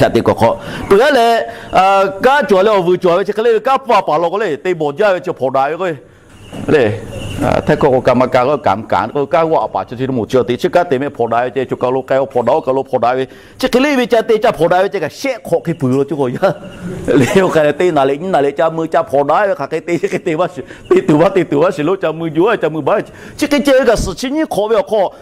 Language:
Lahu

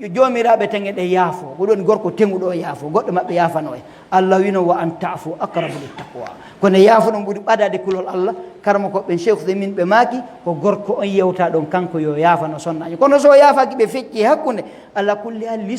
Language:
Fula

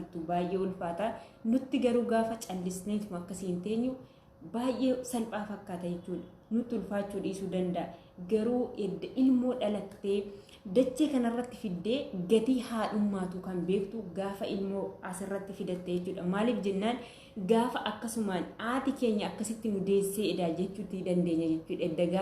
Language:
Oromo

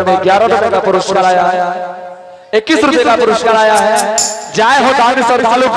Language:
Angika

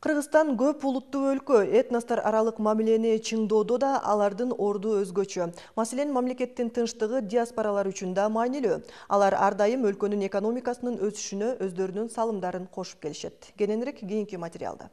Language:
Kyrgyz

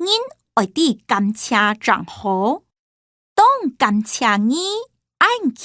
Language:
Hakka Chinese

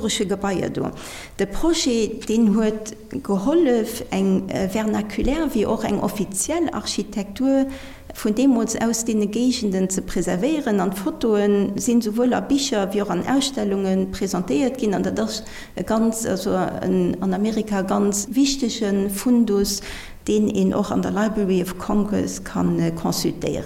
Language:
Luxembourgish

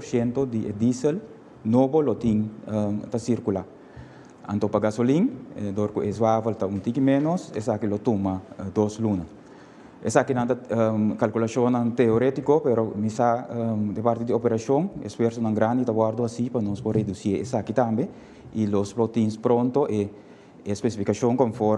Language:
Papiamento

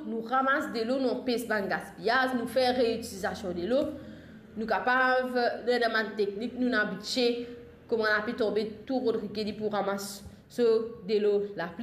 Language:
Morisyen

